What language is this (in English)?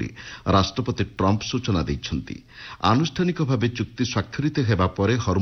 Odia